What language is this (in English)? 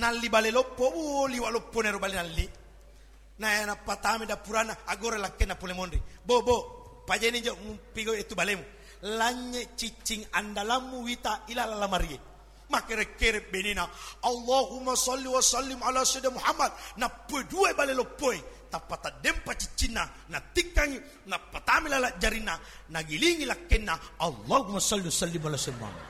Buginese